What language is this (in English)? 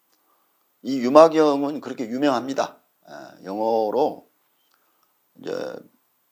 Korean